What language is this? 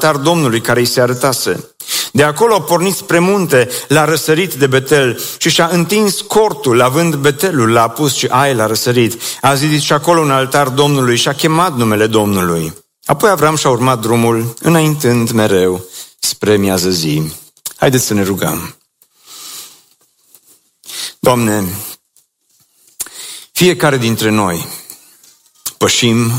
Romanian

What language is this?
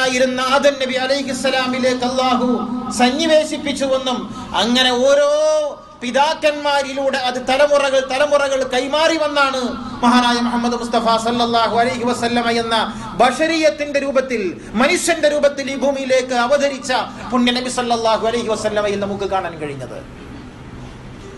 Malayalam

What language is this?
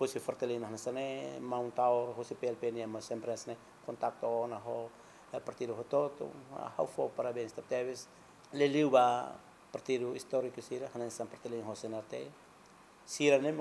Tetum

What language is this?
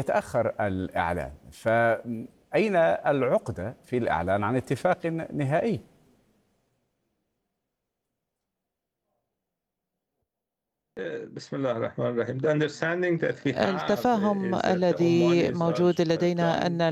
Arabic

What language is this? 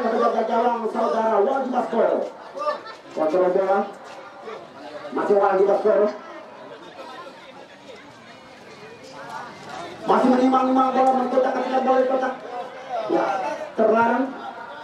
Indonesian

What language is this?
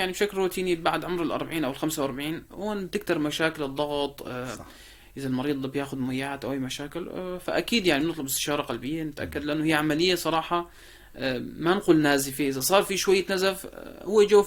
North Levantine Arabic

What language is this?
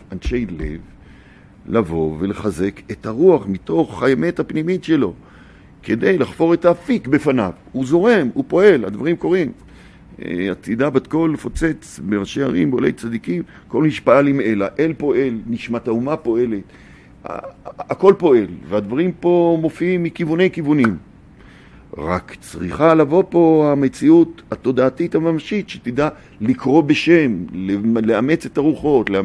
Hebrew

